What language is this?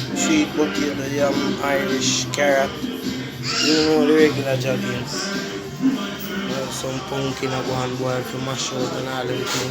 Jamaican Creole English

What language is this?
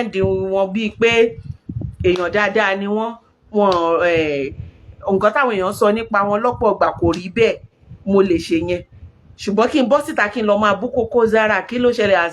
Yoruba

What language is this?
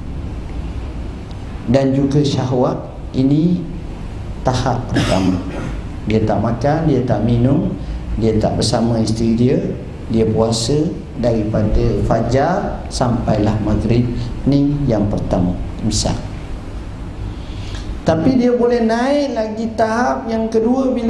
Malay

